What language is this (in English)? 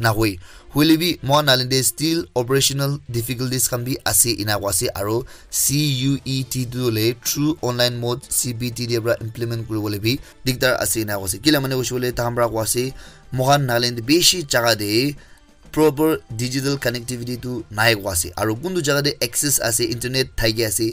Naga Pidgin